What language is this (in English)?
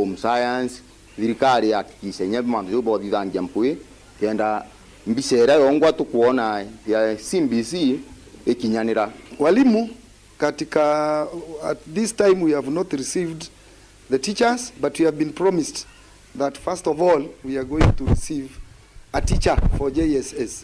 Meru